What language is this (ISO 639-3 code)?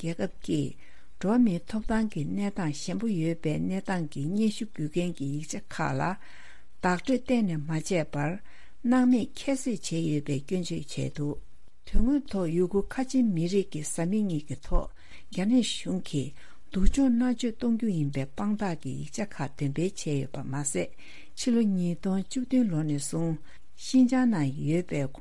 bod